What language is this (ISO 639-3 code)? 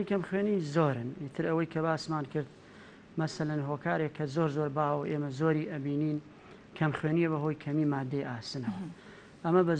ckb